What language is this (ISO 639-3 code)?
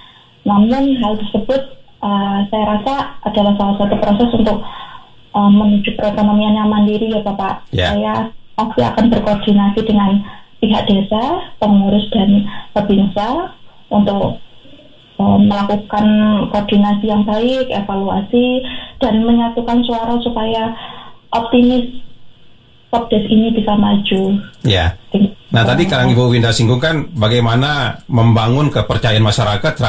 ind